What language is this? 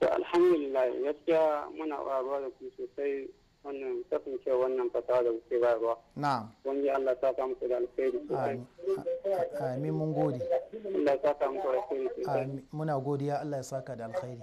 Hausa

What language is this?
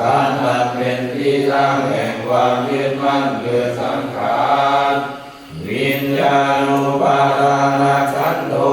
Pali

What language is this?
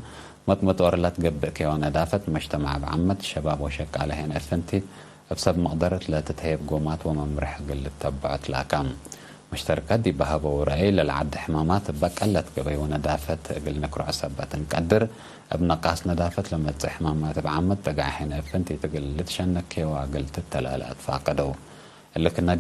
Tigre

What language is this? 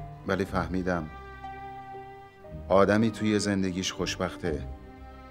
Persian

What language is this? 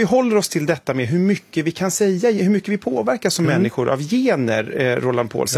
Swedish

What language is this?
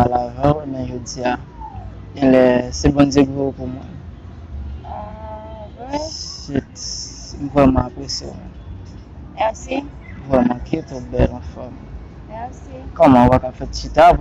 Haitian Creole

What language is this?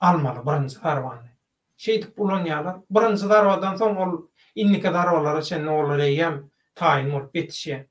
Turkmen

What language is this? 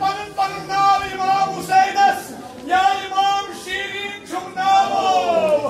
Kashmiri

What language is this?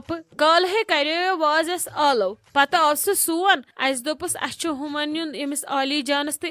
Kashmiri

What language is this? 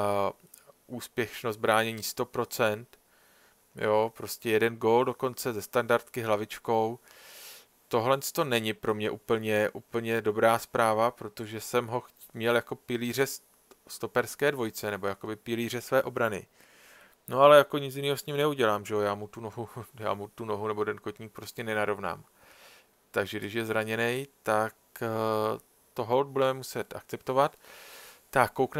Czech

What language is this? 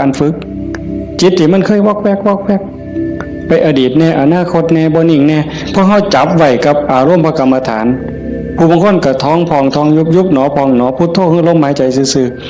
Northeastern Thai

